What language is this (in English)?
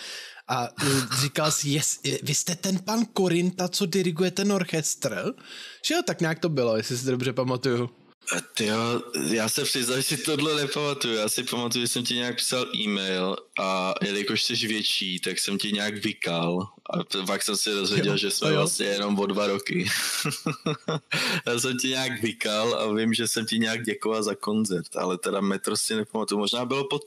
Czech